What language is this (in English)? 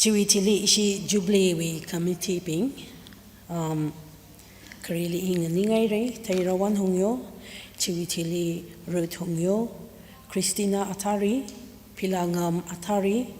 Tangkhul Naga (India)